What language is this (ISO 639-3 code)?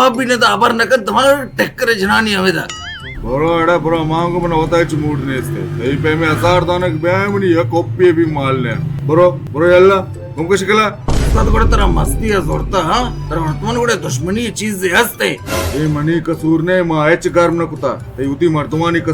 bal